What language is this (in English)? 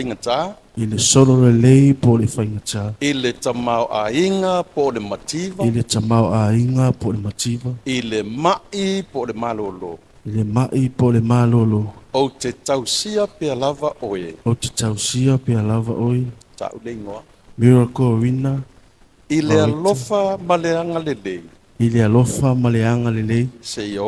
Samoan